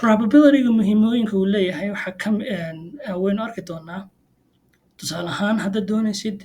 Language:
Somali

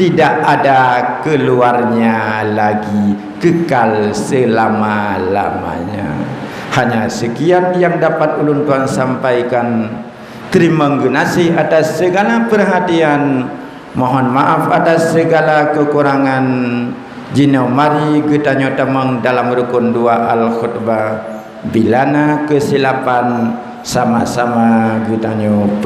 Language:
Achinese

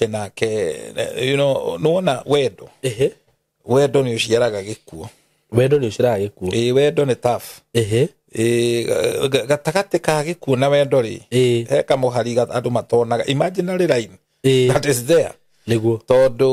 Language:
Kikuyu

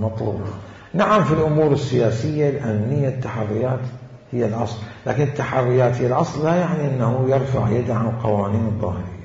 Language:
Mesopotamian Arabic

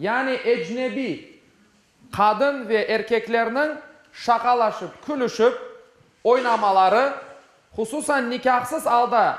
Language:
Crimean Tatar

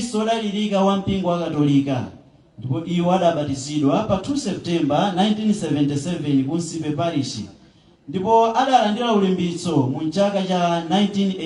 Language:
Nyanja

